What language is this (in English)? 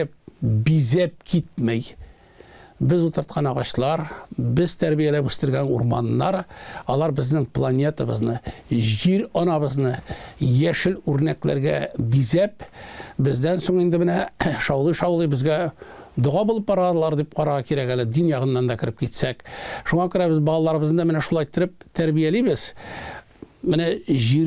Tatar